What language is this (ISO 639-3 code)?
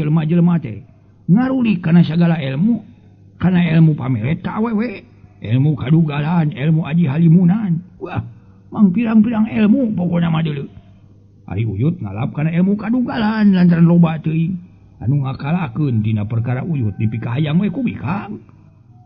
sun